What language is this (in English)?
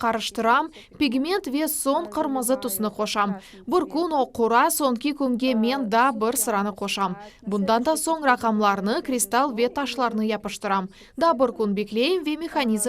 Crimean Tatar